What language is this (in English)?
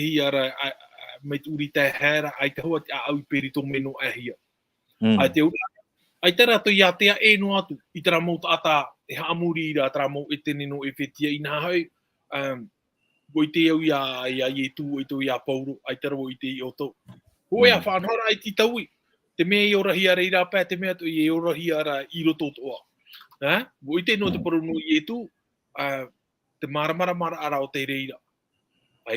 Tahitian